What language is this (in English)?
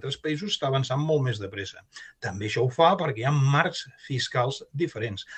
Catalan